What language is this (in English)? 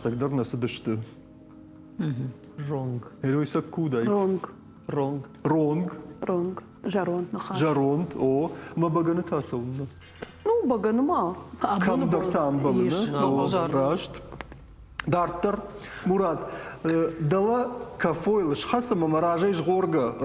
Ossetic